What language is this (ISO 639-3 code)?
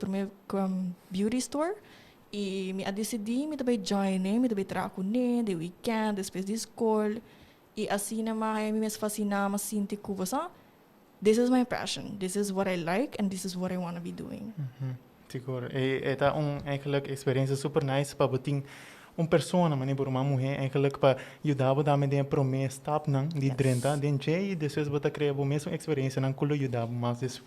pap